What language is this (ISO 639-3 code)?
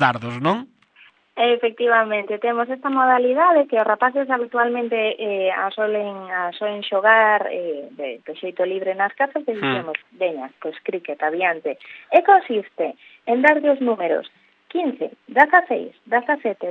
glg